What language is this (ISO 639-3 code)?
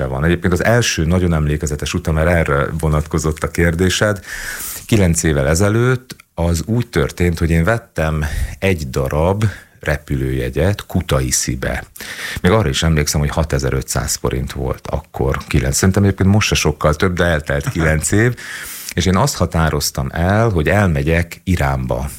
hun